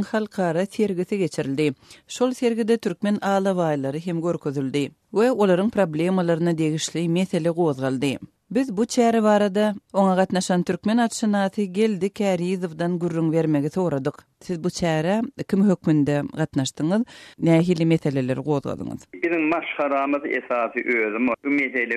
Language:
Turkmen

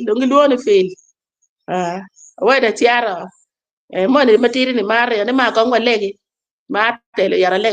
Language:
Acoli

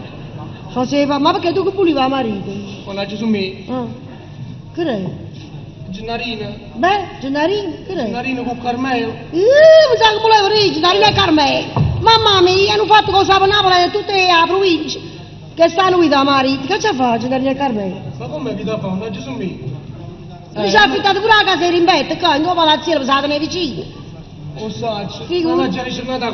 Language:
Neapolitan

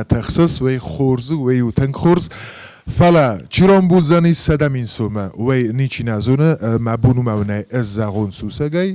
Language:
Ossetic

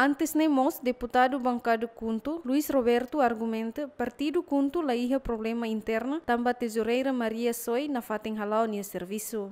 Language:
Tetum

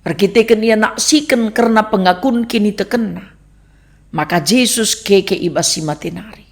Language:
Batak Karo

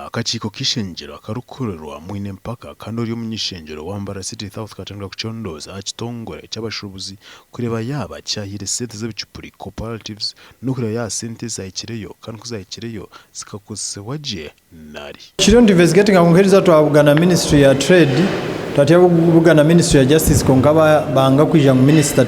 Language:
Nyankole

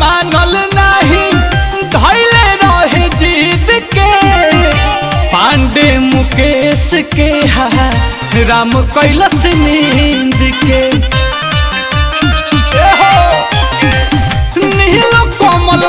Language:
Bhojpuri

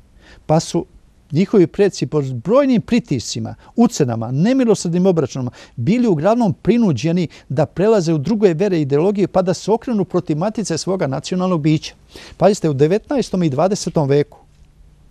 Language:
Serbian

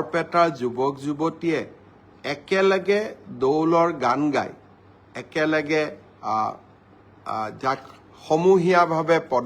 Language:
Assamese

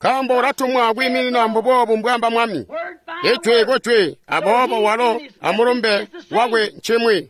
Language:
Tonga (Zambia)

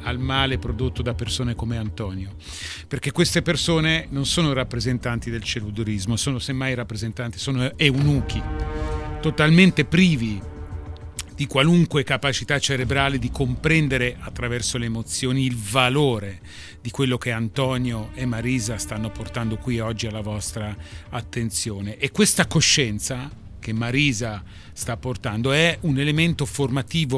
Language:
Italian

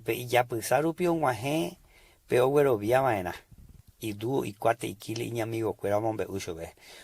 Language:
Guarani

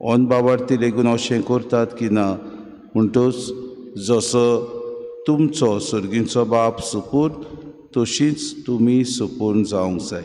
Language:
Konkani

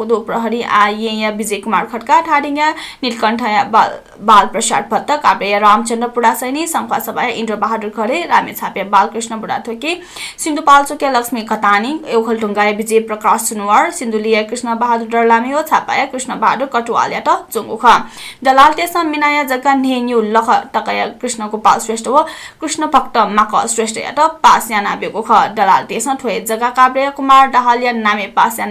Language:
Newari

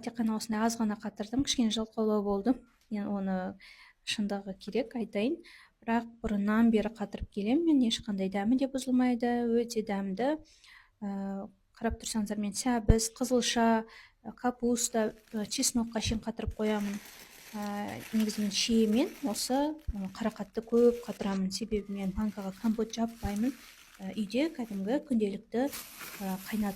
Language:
Kazakh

